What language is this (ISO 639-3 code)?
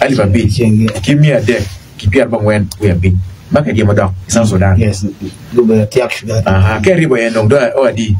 ach